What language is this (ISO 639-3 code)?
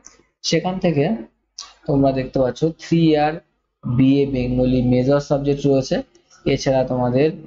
ben